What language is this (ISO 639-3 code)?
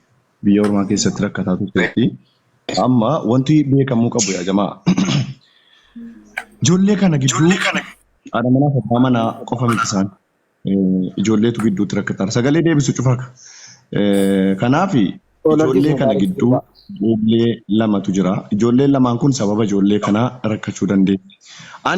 orm